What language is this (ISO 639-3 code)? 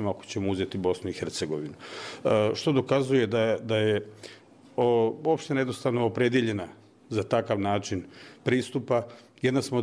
bos